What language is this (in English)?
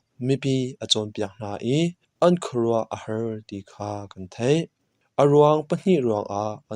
Hakha Chin